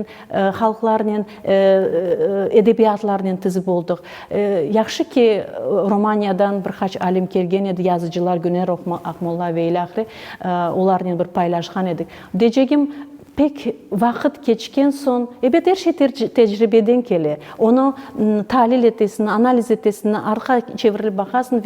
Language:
Crimean Tatar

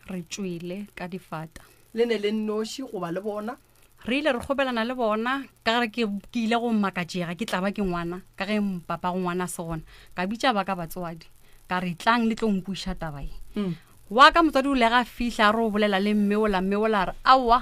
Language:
Northern Sotho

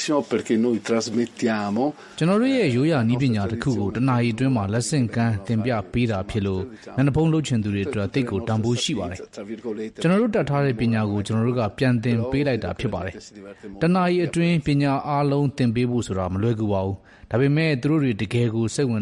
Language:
Burmese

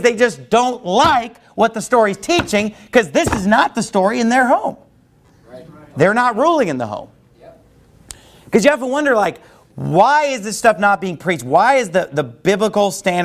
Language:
English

